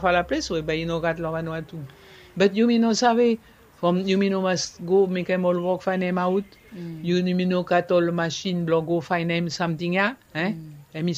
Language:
Bislama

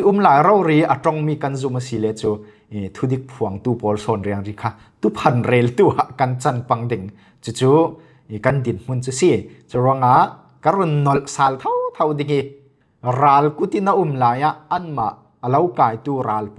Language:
Falam Chin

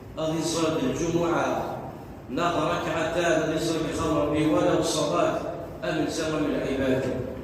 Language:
Kabyle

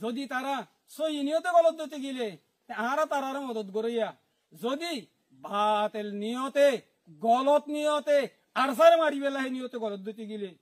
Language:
Rohingya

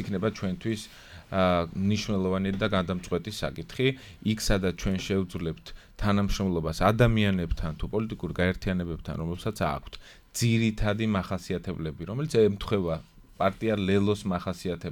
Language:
Georgian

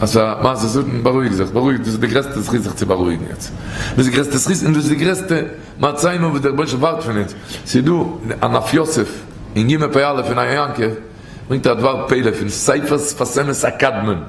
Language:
Yiddish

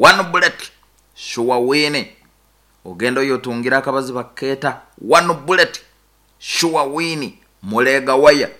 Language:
Nyankole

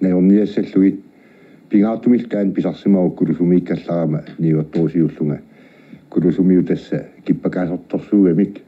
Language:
Kalaallisut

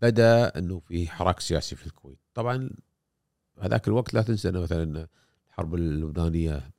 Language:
Gulf Arabic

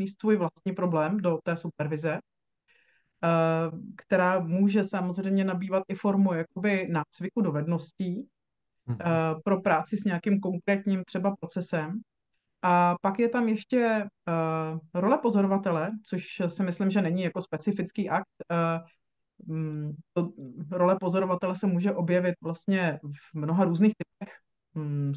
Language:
Czech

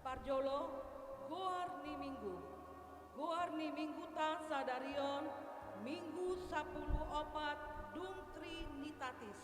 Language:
Batak Toba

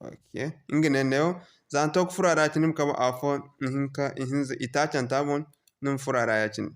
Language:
Zarma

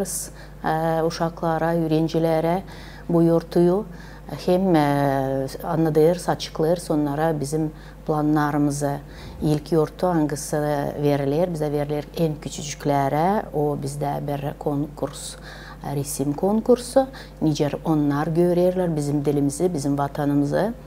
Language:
Gagauz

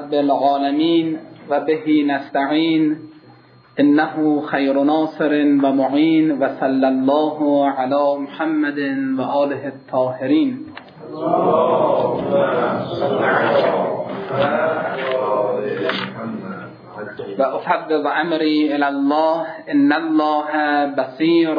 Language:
Persian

